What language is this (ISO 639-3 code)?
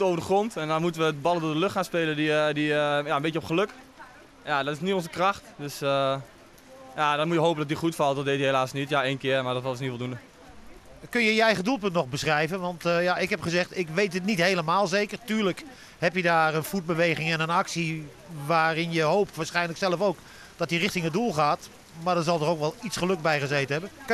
nld